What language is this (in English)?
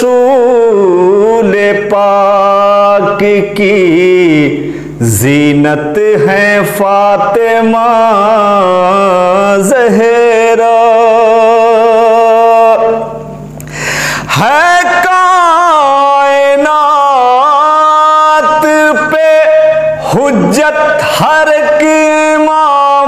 Urdu